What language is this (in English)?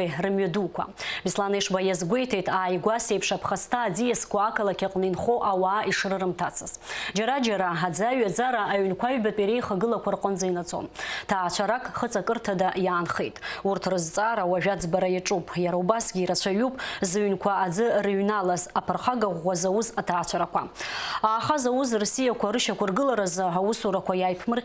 Abkhazian